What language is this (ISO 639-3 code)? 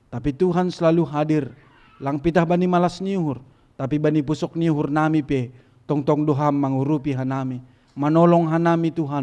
bts